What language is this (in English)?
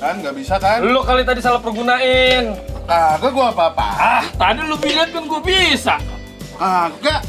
Betawi